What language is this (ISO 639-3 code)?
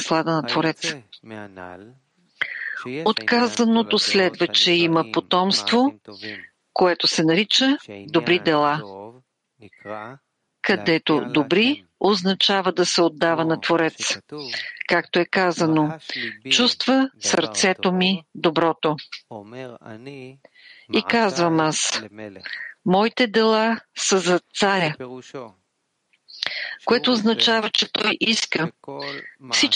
bul